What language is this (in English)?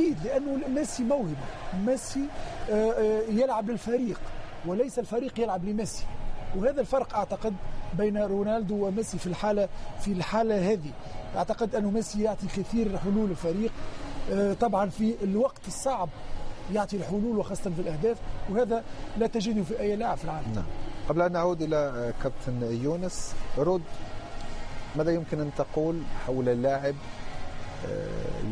Arabic